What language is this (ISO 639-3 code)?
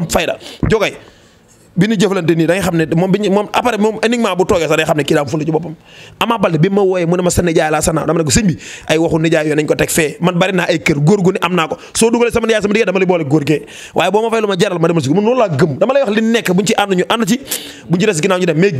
wol